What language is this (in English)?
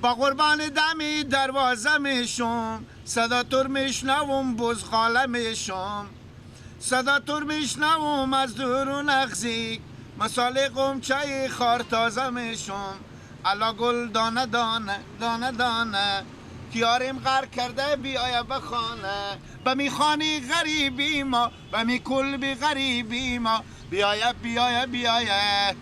Persian